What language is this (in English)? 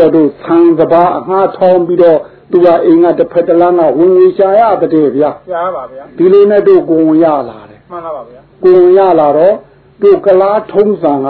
Burmese